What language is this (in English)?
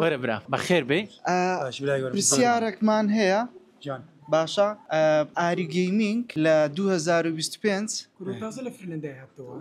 Central Kurdish